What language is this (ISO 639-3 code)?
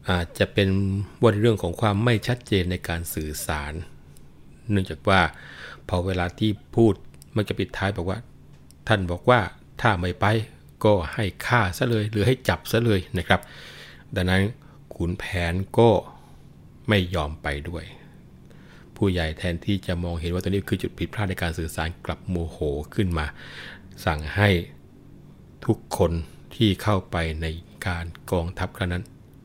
tha